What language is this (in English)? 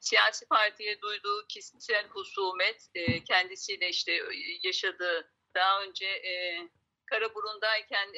Kurdish